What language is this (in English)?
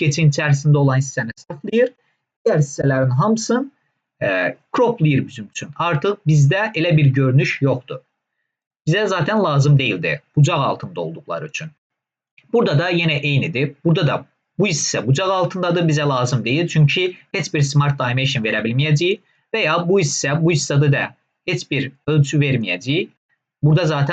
Azerbaijani